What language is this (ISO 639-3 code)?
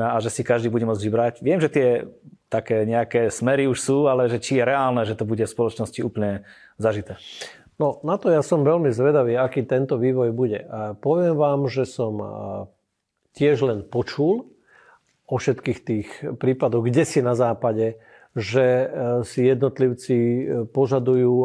slk